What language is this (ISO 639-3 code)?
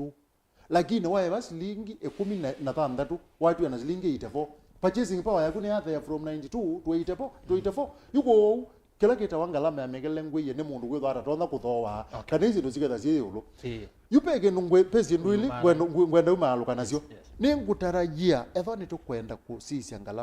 kam